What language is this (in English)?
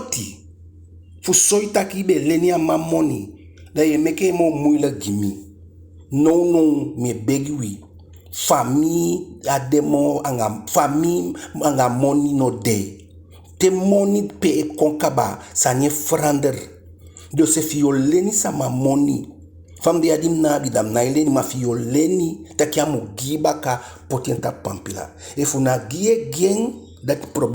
Eastern Maroon Creole